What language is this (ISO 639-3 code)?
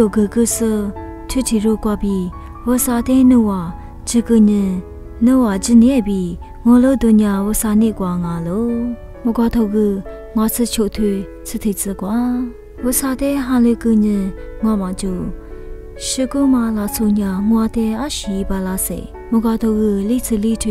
lis